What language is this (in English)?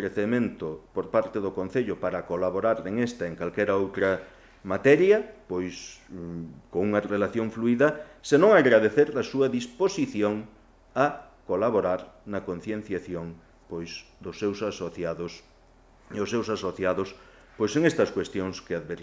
Galician